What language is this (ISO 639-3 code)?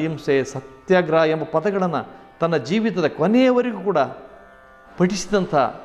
kan